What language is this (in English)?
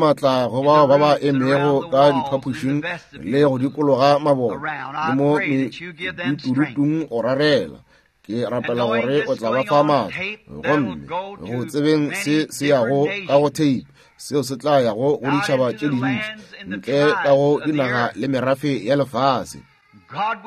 Northern Sotho